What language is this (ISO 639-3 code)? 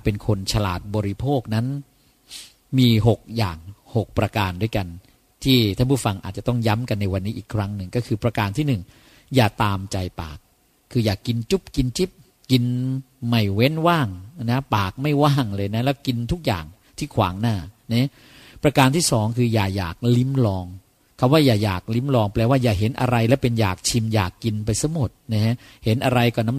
tha